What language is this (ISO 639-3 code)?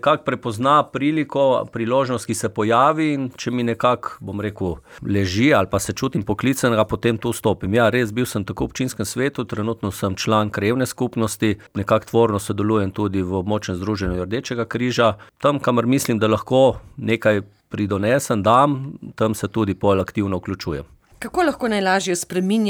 slv